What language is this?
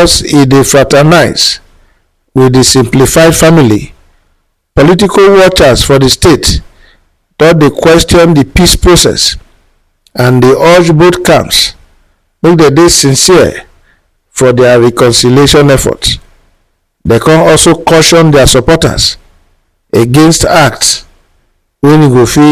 Nigerian Pidgin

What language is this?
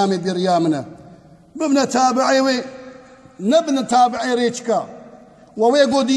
Kurdish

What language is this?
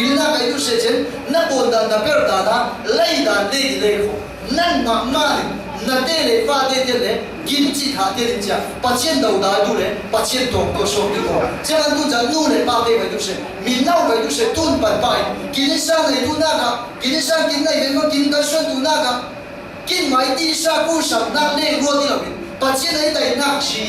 Falam Chin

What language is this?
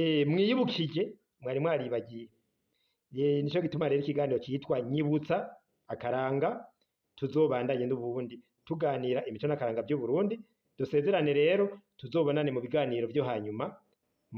Rundi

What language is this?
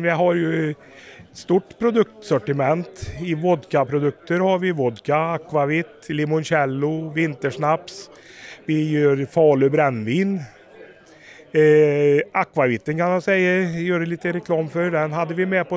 Swedish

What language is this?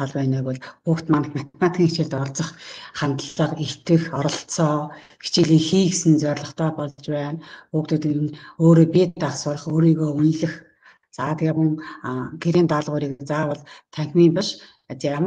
Mongolian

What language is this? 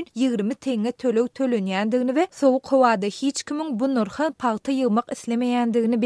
Turkmen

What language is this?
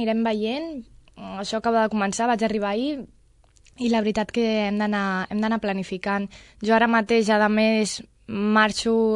Catalan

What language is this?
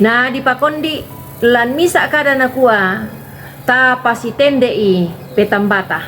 Toraja-Sa'dan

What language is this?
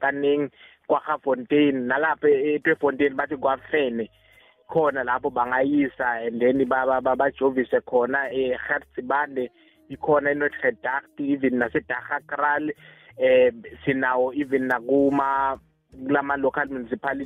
Swati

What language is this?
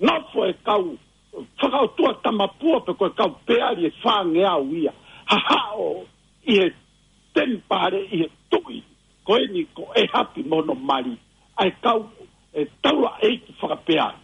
Tongan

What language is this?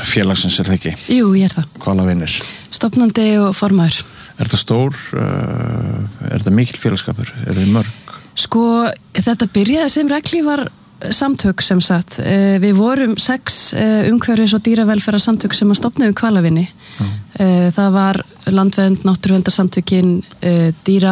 Icelandic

